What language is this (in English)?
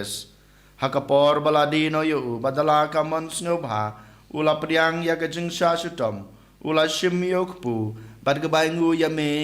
Khasi